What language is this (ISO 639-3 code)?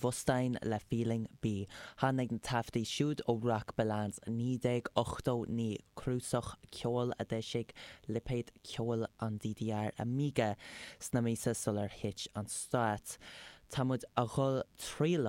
gle